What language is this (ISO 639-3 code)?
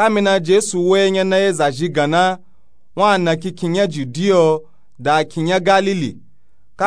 nup